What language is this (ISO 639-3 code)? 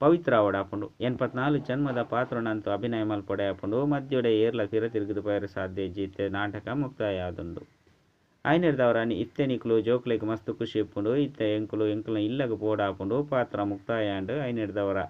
tcy